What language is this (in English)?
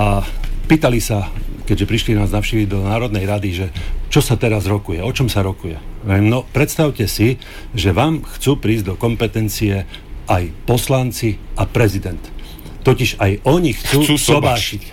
Slovak